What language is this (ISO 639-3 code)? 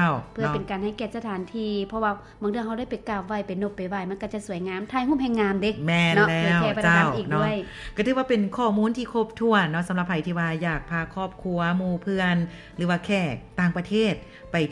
lao